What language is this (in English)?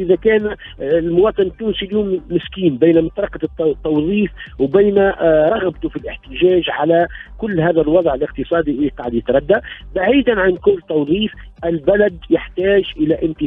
Tunisian Arabic